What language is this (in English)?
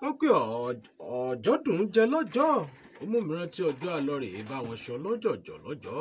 Yoruba